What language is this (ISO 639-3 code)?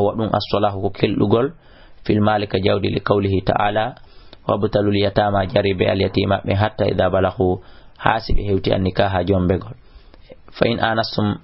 ful